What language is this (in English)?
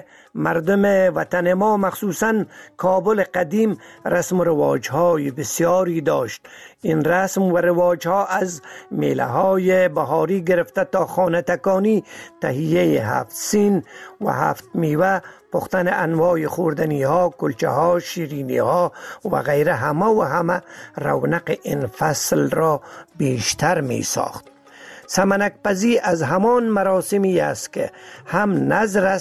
Persian